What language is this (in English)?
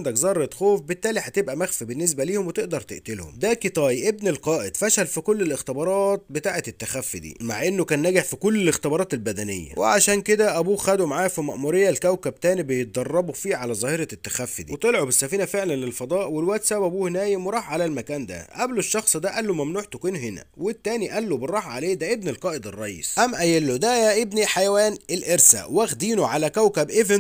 Egyptian Arabic